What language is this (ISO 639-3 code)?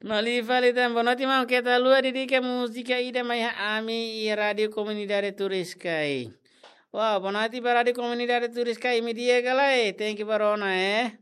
tet